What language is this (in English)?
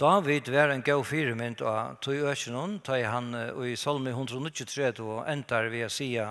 Faroese